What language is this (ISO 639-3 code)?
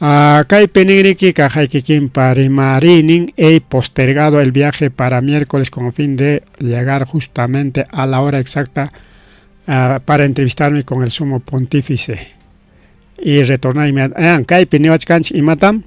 quy